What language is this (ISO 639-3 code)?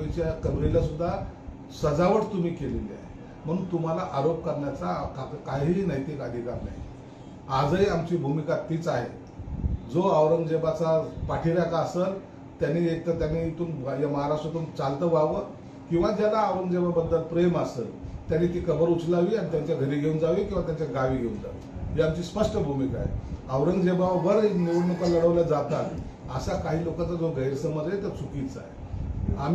mar